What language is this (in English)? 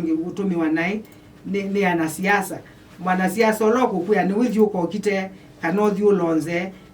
Kamba